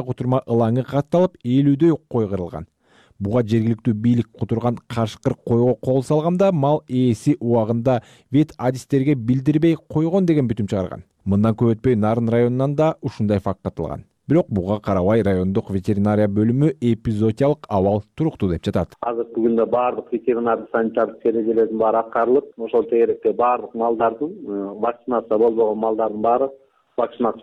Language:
Kyrgyz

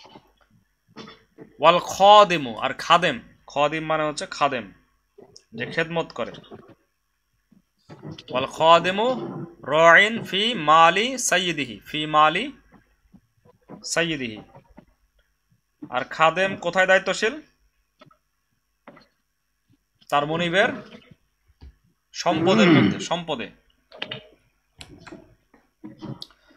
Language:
Bangla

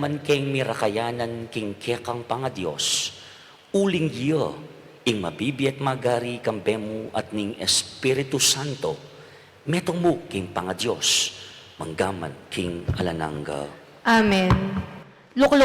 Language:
Pampanga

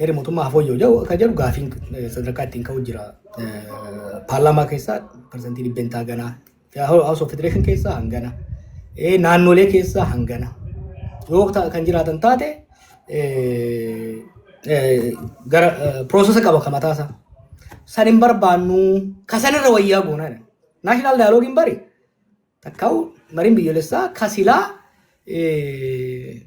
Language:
Oromo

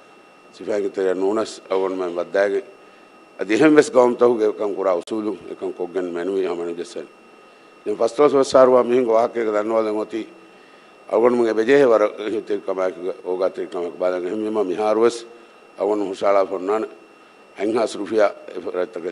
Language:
Divehi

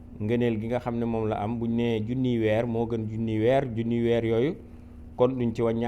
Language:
Wolof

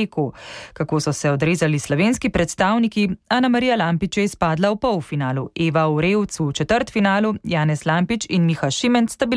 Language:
Slovenian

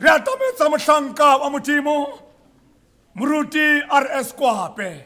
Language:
Tswana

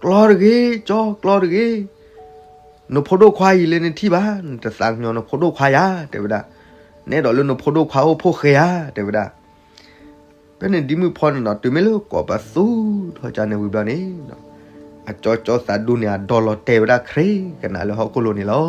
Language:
S'gaw Karen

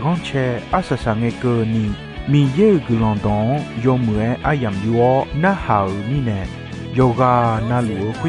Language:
Akha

